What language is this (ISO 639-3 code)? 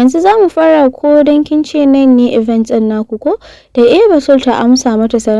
hau